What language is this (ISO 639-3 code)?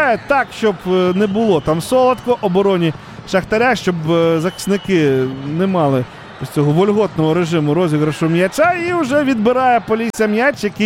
ukr